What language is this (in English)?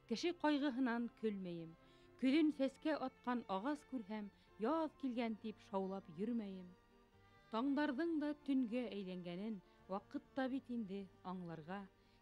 Bashkir